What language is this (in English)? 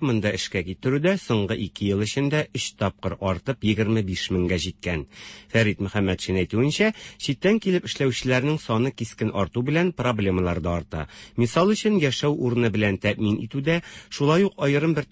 Tatar